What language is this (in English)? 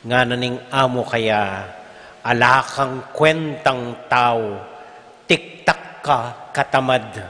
Pampanga